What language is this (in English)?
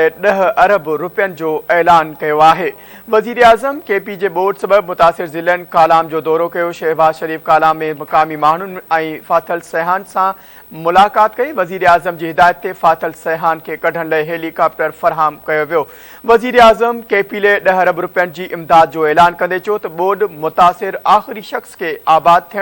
Sindhi